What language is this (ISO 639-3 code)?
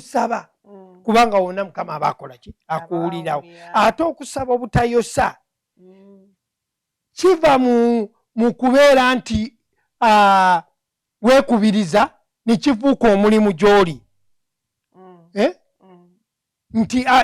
lug